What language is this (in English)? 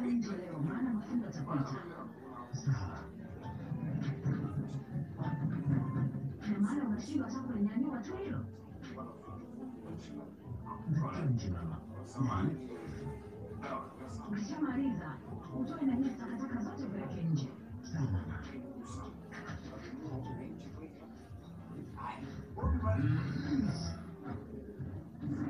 Swahili